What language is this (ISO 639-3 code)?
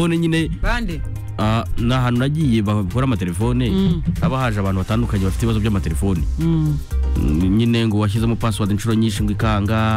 kin